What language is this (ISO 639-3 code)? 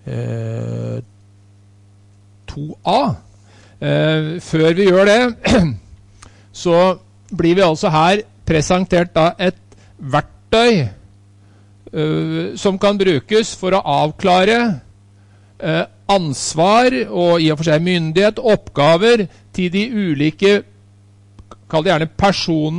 nor